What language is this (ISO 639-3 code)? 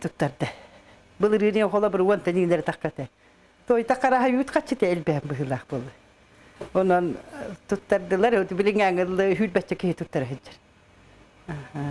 sah